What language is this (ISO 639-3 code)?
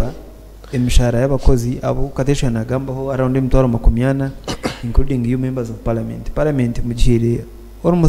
nyn